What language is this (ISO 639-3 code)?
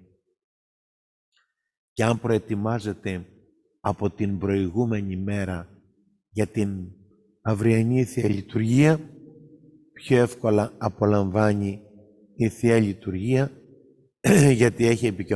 ell